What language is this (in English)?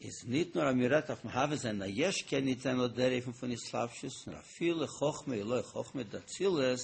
Yiddish